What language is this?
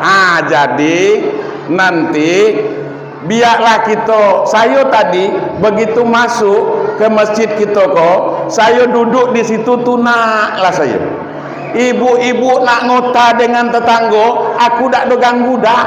Minangkabau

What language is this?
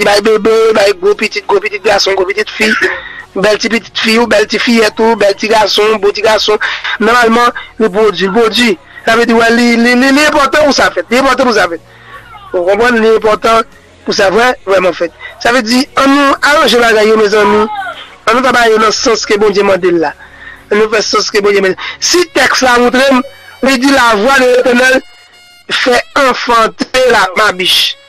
Haitian Creole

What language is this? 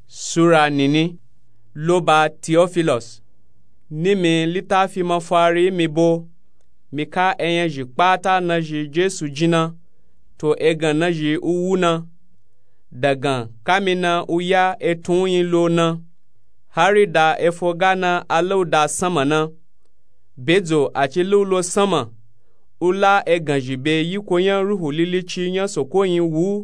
Nupe-Nupe-Tako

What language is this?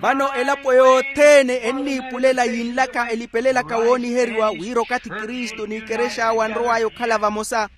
Makhuwa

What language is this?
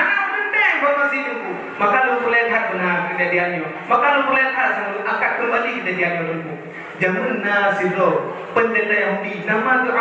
Achinese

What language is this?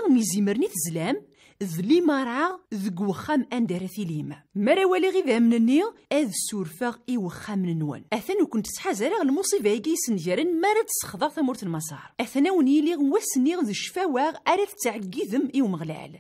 Kabyle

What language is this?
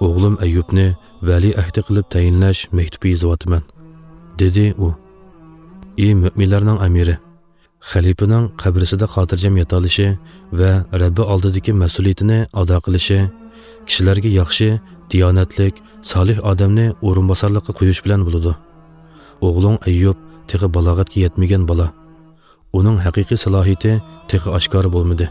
Uyghur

